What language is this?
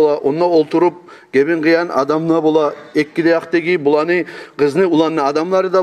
Kumyk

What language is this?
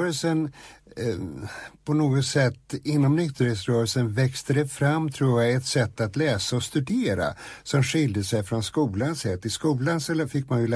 Swedish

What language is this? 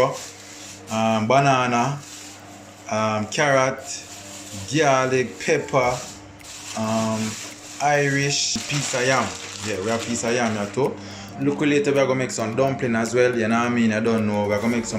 Jamaican Creole English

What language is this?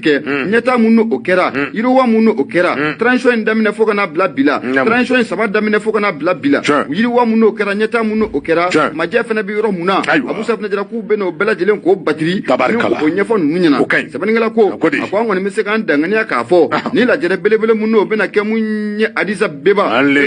Bambara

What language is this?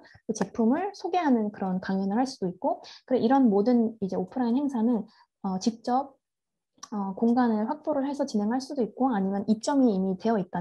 Korean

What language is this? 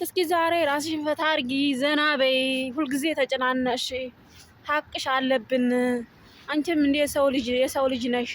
Amharic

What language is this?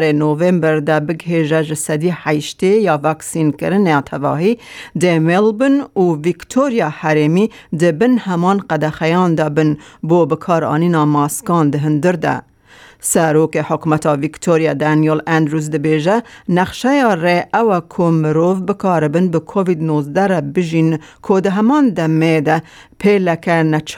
Kurdish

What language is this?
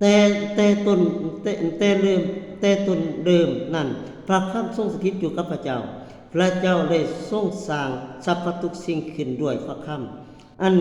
Lao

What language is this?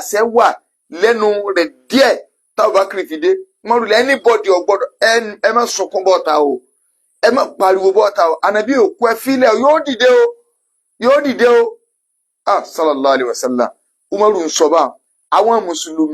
Yoruba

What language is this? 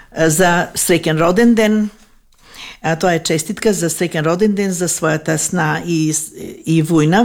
Macedonian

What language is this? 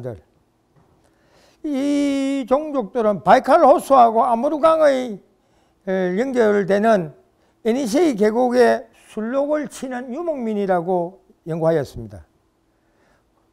Korean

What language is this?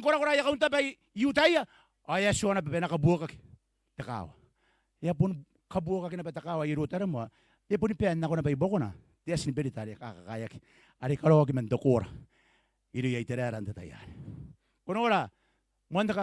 Gilbertese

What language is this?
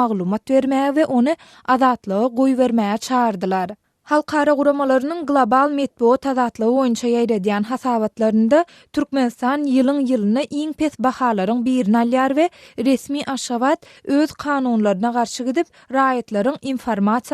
Turkmen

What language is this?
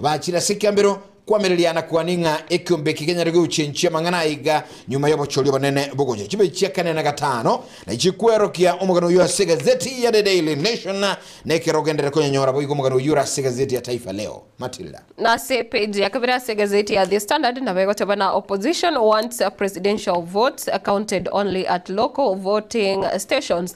Gusii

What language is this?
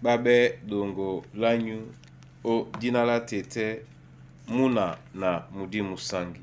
Duala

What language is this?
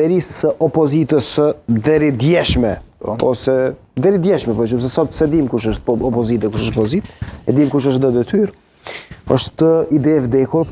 Albanian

